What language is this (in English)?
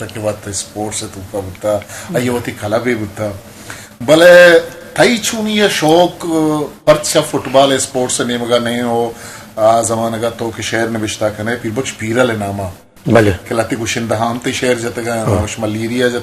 Eastern Balochi